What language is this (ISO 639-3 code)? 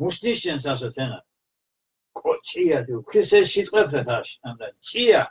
xmf